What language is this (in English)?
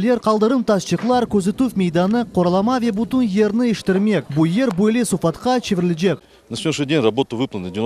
Crimean Tatar